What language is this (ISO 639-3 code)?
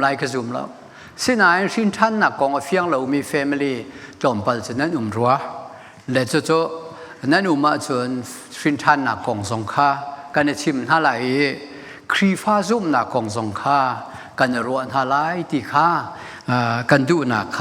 cnh